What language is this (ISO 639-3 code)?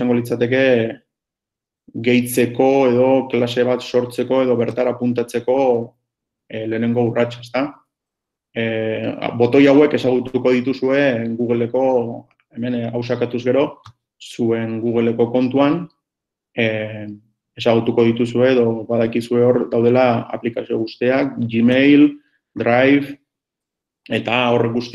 eus